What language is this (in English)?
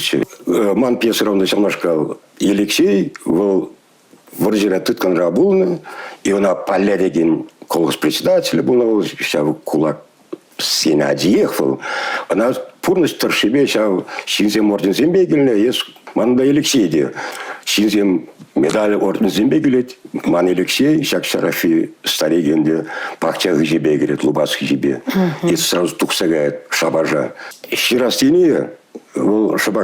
Chuvash